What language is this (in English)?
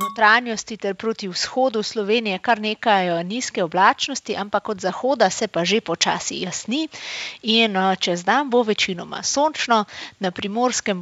Slovenian